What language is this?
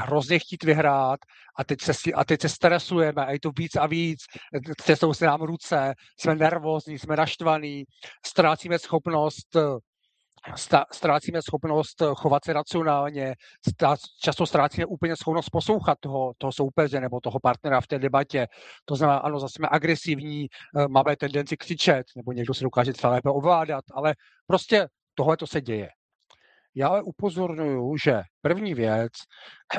Czech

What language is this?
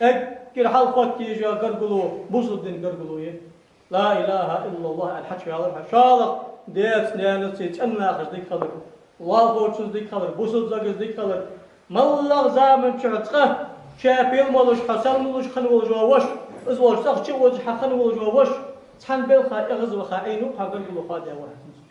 Ingush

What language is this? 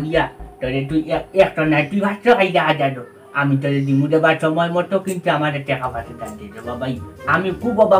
Sylheti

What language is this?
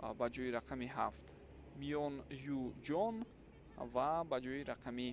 Tajik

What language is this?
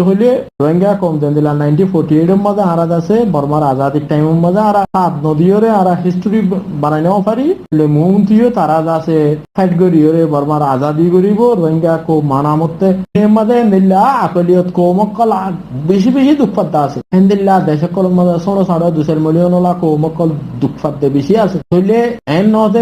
Rohingya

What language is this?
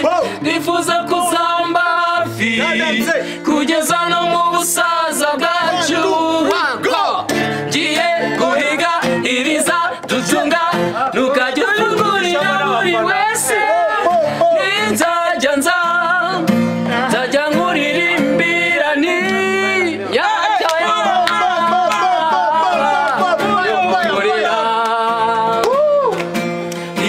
Kinyarwanda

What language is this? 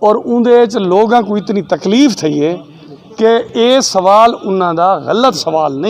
Saraiki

